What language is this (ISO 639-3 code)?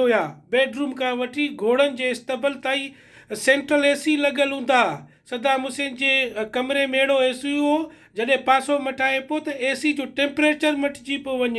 snd